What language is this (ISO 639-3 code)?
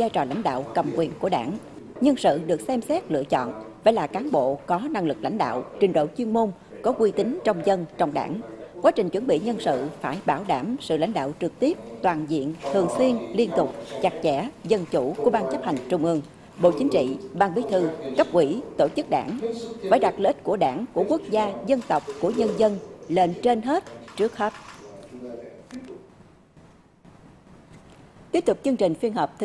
vie